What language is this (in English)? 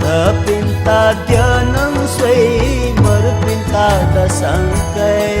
Newari